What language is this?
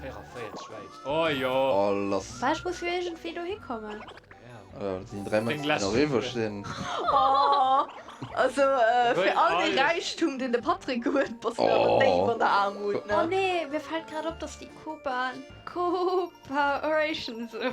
Luxembourgish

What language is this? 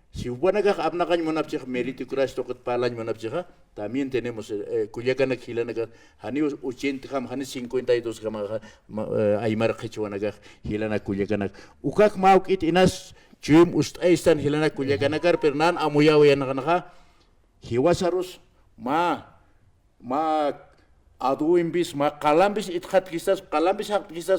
Aymara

